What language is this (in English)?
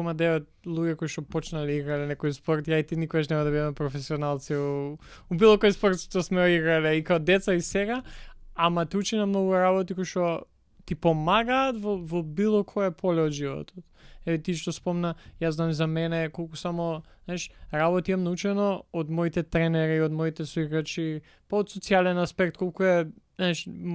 Macedonian